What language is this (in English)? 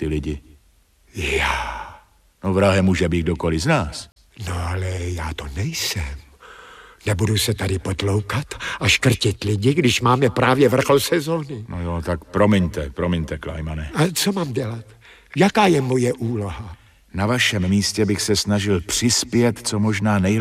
Czech